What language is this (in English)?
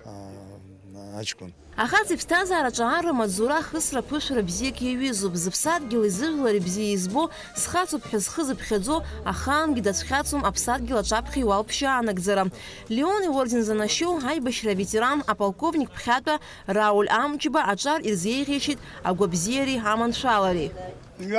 Abkhazian